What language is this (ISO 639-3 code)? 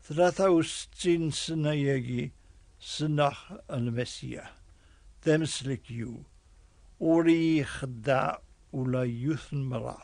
kab